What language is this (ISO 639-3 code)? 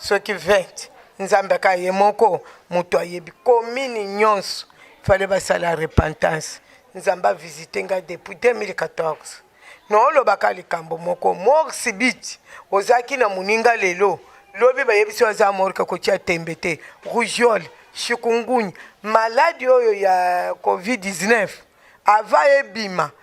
lin